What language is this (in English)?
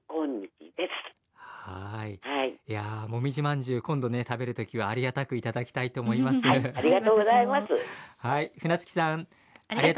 Japanese